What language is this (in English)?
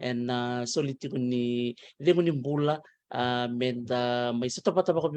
Fijian